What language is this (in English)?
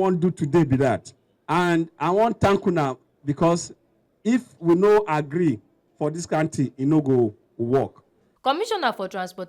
Nigerian Pidgin